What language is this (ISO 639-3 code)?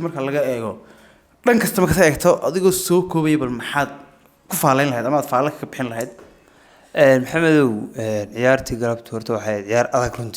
som